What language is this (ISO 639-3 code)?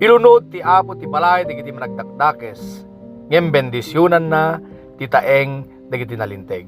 ilo